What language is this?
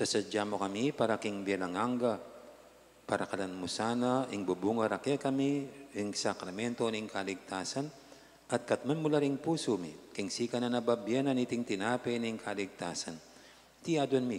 Pampanga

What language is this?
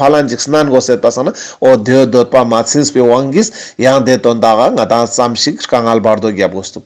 Ladakhi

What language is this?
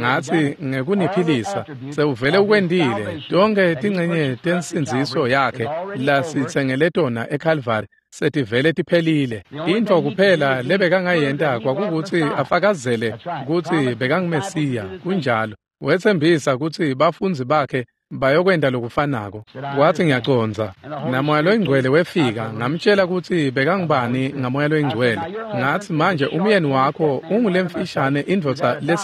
Swati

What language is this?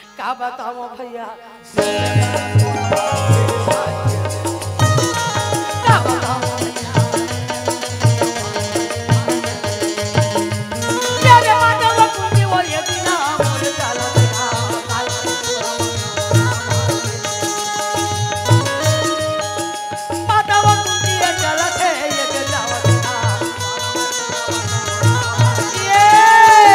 Chhattisgarhi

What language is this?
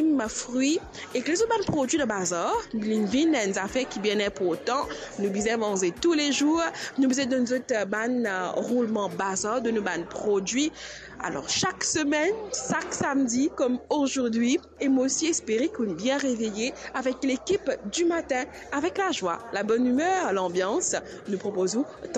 Morisyen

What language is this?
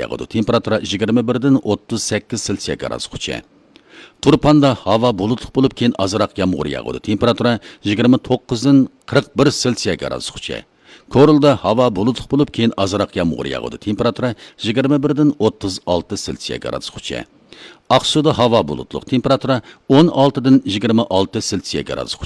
Uyghur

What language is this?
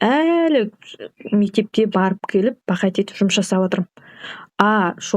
Kazakh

